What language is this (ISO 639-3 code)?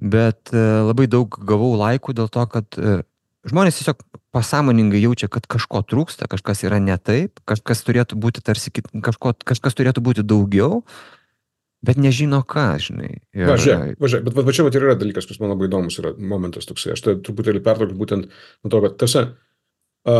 lit